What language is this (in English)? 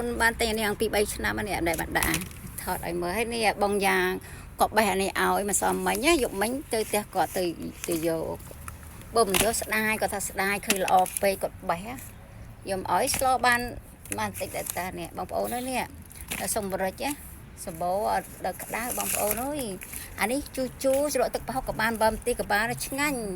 Khmer